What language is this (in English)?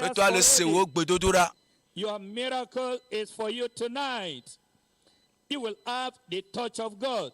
Ewe